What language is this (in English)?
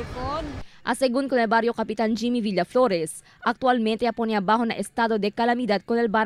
Chavacano